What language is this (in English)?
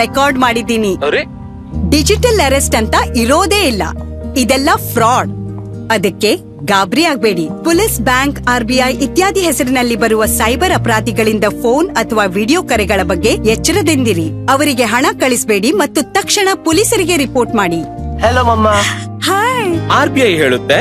Kannada